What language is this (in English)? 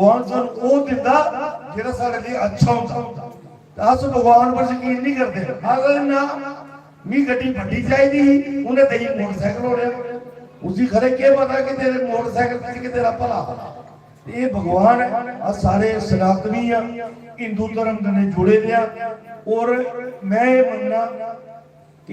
Dogri